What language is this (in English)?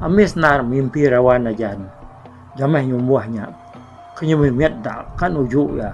Iban